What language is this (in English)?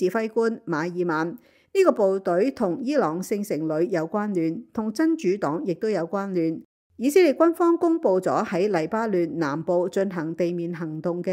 Cantonese